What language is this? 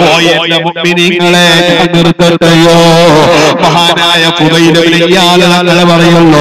Malayalam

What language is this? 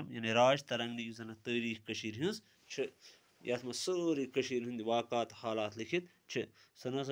Kashmiri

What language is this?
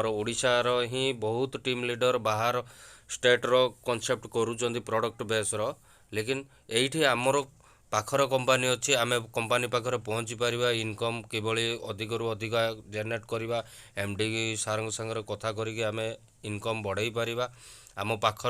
Odia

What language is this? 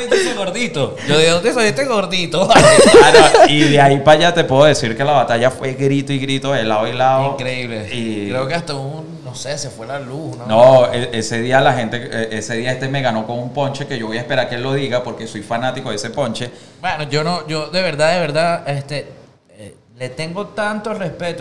Spanish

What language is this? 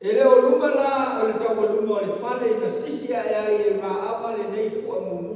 Samoan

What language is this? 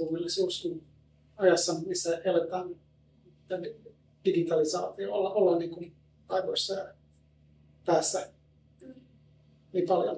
Finnish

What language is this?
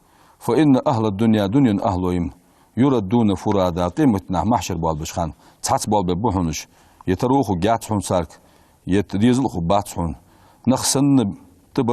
Ingush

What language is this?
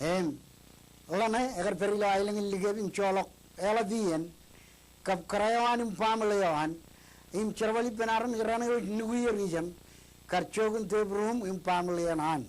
Marshallese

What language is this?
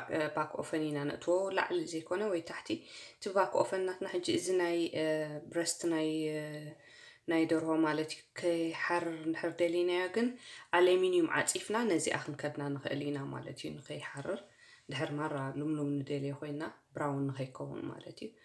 Tigrinya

